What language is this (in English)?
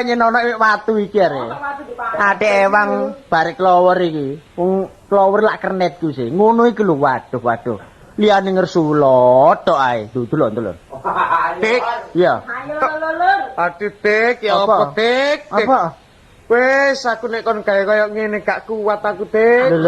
Javanese